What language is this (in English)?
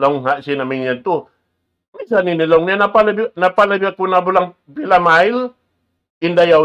Tausug